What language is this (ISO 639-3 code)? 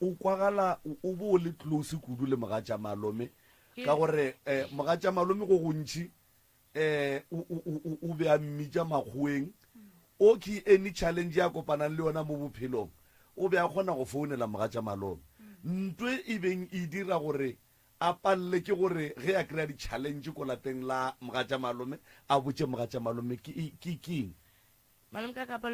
nso